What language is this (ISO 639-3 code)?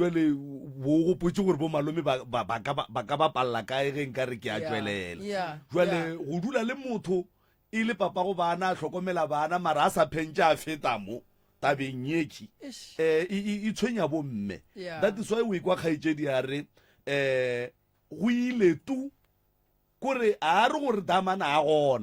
nso